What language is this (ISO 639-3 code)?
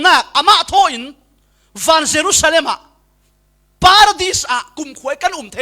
cfm